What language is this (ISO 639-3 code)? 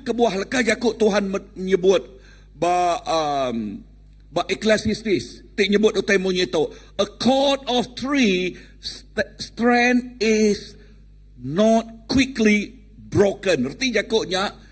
iba